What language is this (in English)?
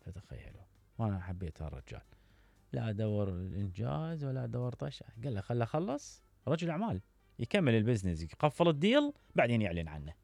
Mesopotamian Arabic